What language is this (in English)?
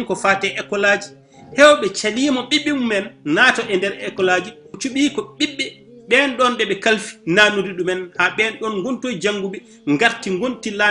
Fula